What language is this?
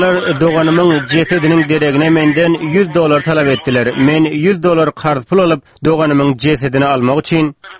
Turkmen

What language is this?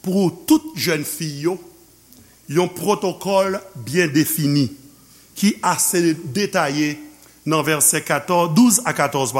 Haitian Creole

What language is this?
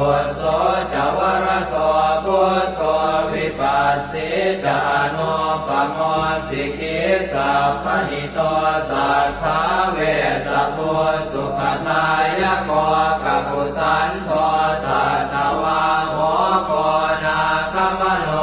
Pali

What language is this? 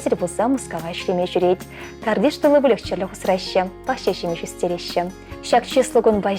Chuvash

